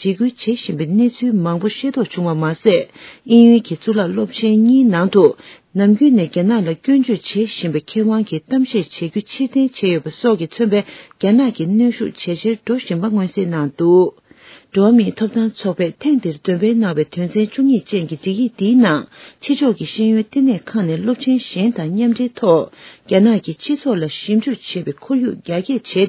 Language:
Tibetan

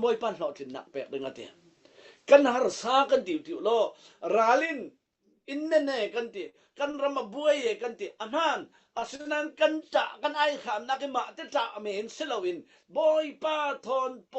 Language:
Falam Chin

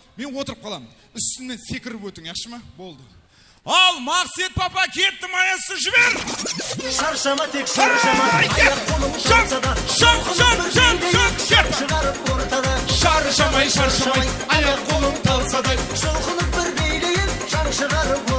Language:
Kara-Kalpak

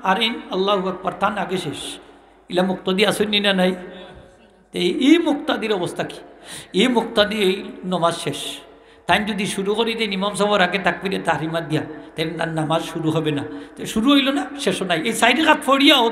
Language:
Sylheti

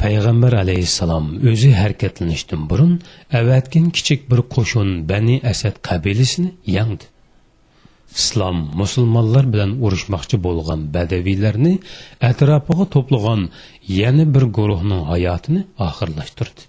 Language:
Uyghur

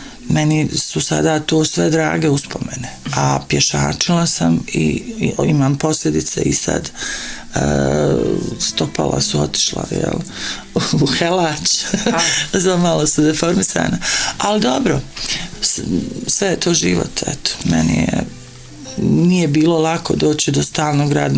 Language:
Bosnian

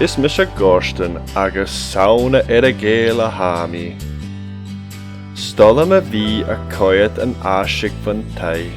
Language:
Scottish Gaelic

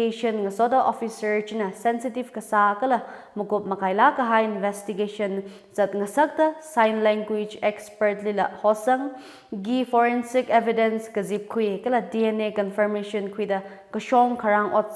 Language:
Tangkhul Naga (India)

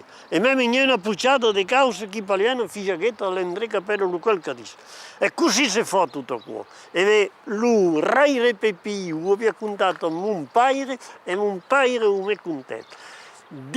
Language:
Occitan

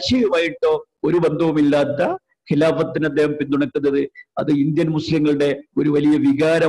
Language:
Malayalam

